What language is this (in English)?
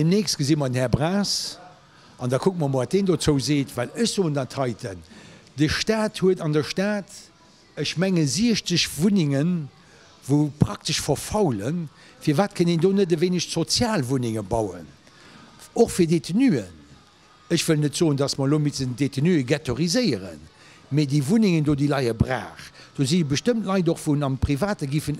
Luxembourgish